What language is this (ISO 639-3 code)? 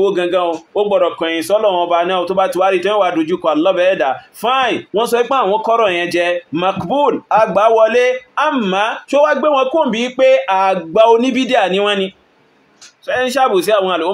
yor